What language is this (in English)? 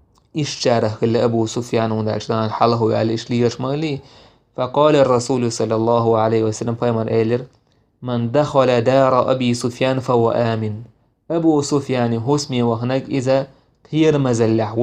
Chechen